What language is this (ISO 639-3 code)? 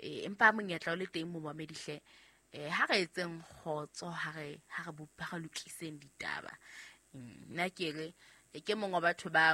sot